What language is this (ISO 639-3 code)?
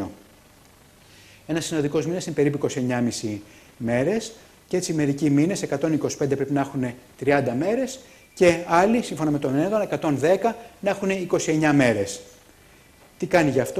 ell